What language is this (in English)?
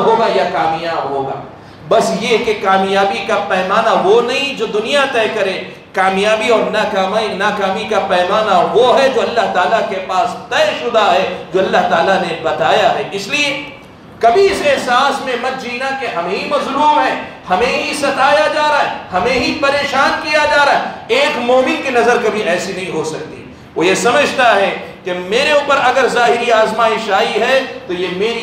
Urdu